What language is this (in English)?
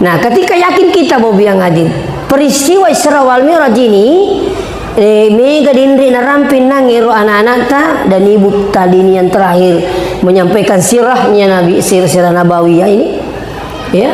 Buginese